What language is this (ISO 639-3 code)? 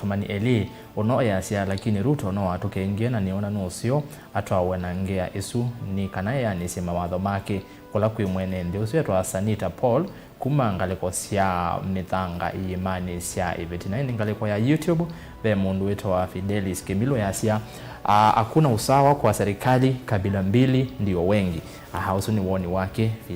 kam